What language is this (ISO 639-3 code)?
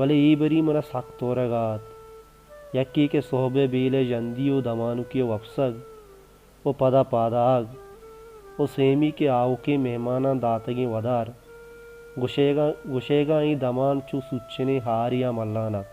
bal